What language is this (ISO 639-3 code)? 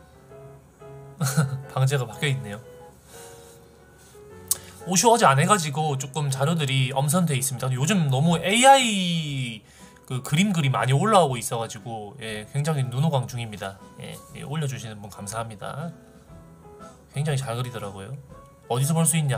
kor